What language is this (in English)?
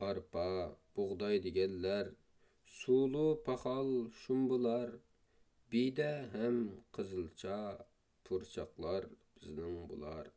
Uyghur